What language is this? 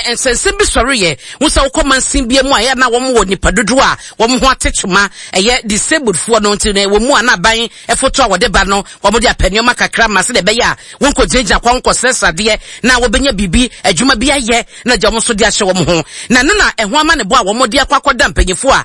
Akan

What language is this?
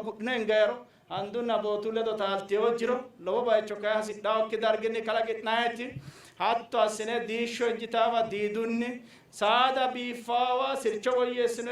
Sidamo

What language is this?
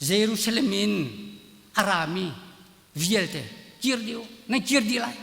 Hakha Chin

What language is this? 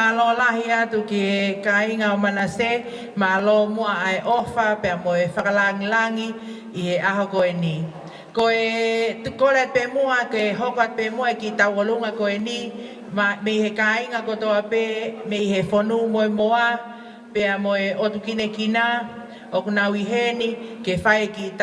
Tongan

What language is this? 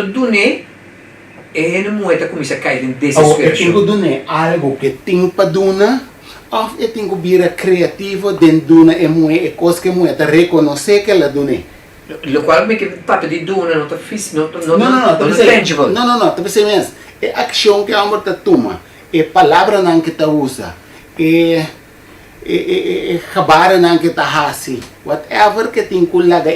Papiamento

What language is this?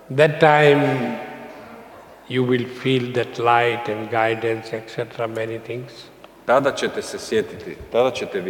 Croatian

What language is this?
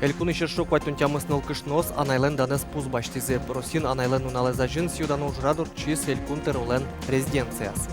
Udmurt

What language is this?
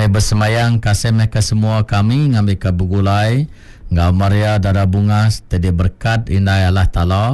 Iban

